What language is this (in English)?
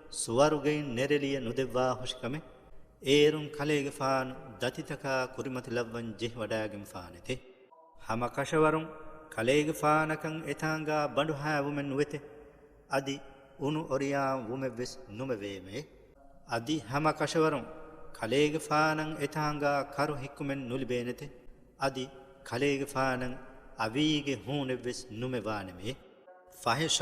Divehi